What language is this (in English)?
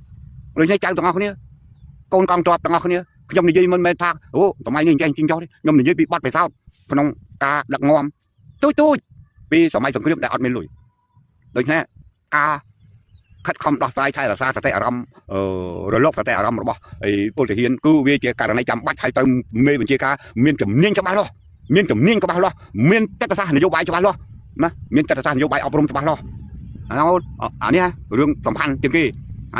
Khmer